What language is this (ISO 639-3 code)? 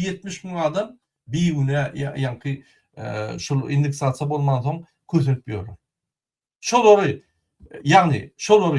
tuk